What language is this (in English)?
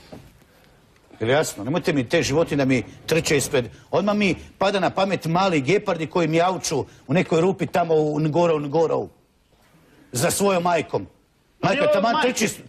Croatian